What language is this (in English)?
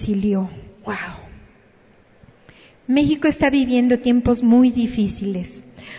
Spanish